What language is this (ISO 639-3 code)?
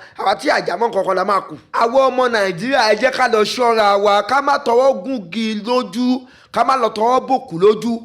yor